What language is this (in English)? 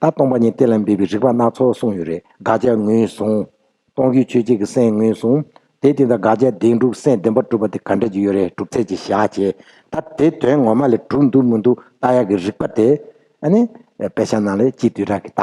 Tibetan